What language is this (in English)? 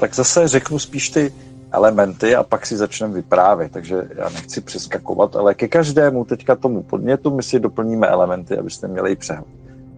Czech